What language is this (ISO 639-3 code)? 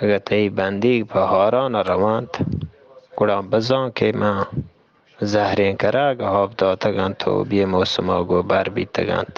bgp